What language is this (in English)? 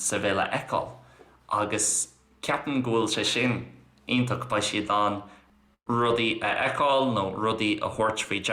Irish